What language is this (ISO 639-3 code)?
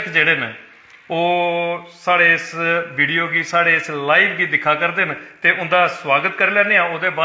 doi